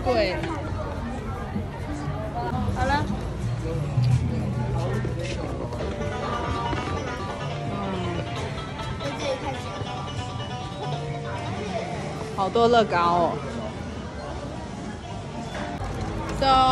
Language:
Chinese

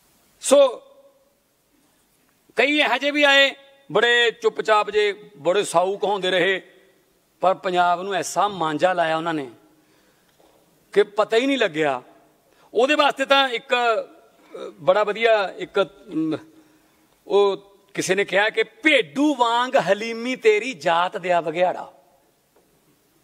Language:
Punjabi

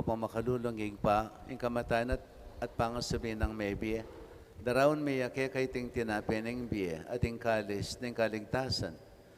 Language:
Pampanga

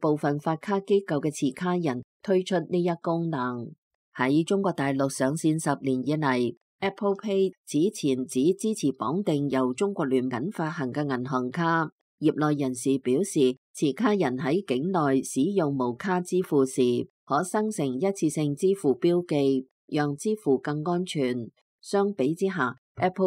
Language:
Cantonese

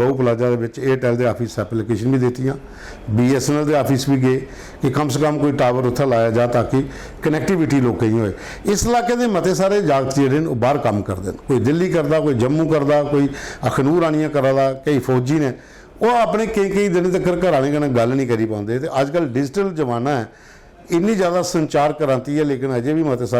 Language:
Dogri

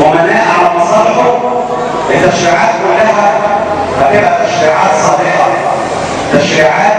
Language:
Egyptian Arabic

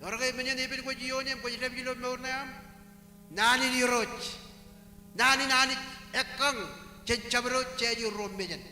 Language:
Marshallese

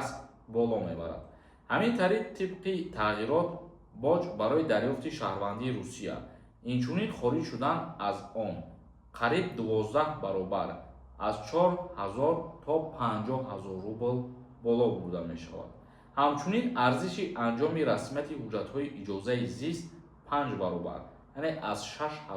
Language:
Tajik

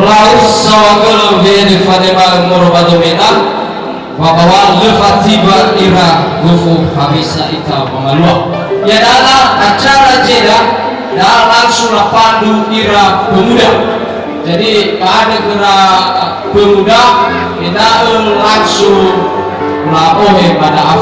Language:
Nias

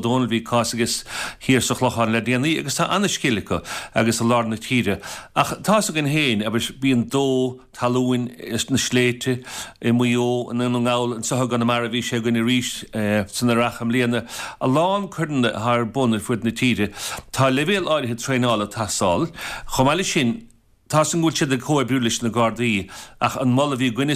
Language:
Irish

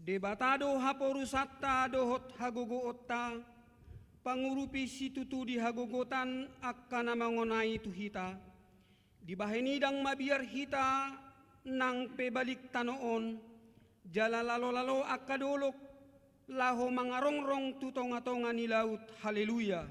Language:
Batak Toba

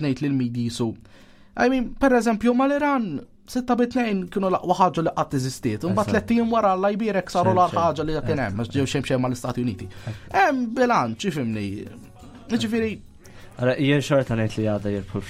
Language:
Maltese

